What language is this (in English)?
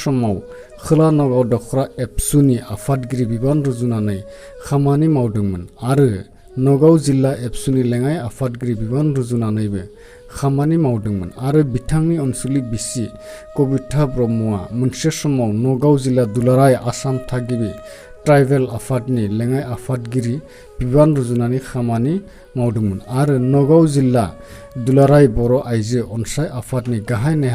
Bodo